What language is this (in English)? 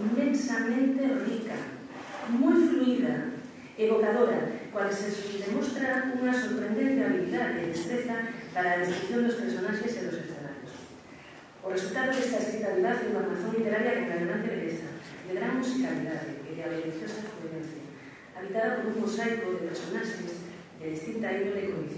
Galician